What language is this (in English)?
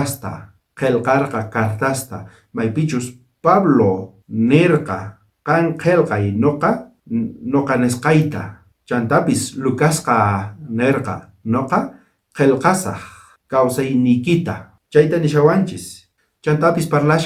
South Bolivian Quechua